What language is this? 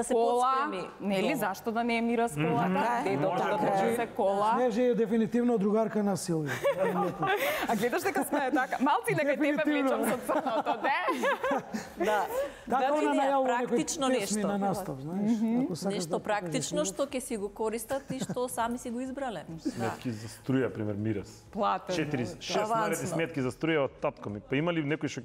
Macedonian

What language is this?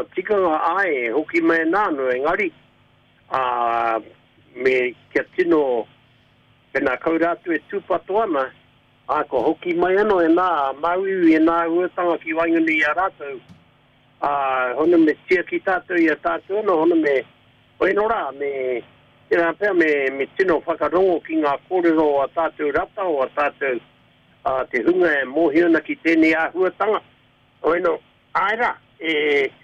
Māori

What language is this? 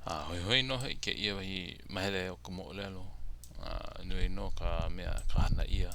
Hawaiian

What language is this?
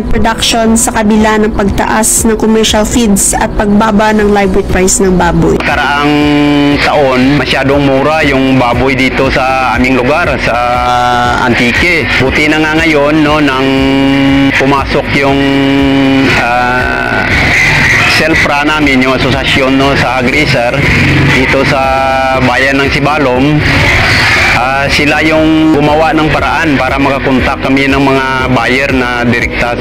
Filipino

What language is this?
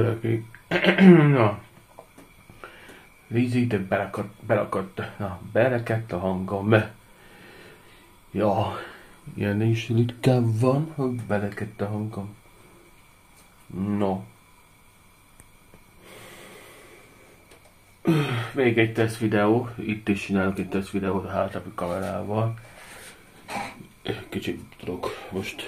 Hungarian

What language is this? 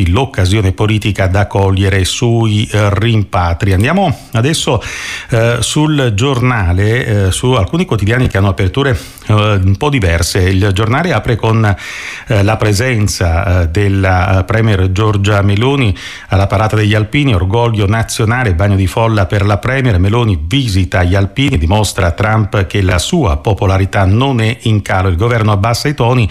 Italian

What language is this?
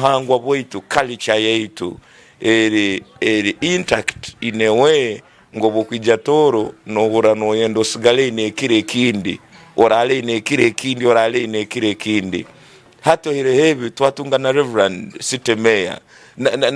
Tooro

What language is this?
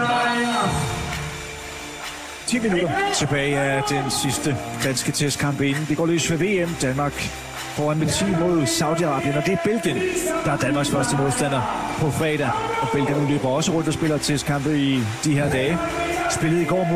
Danish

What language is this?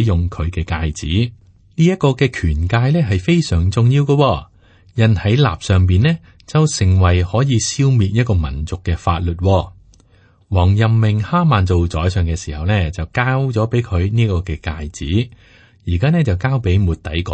Cantonese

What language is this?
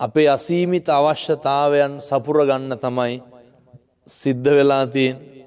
Sinhala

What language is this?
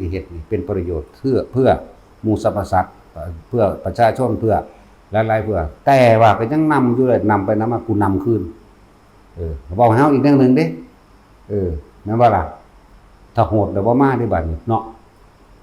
Northeastern Thai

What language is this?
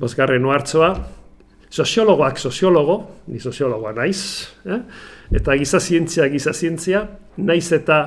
Basque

